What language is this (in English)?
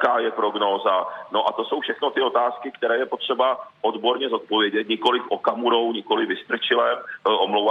Czech